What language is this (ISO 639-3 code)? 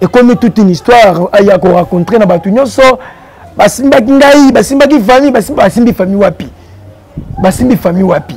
lin